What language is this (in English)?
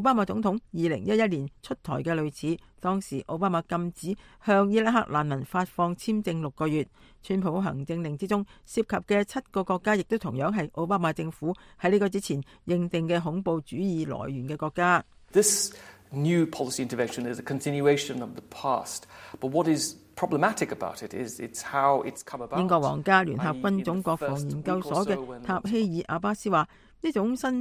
Cantonese